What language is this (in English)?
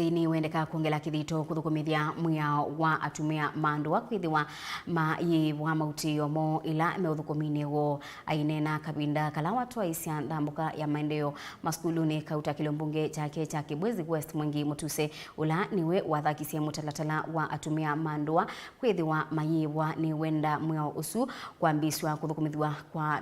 Kamba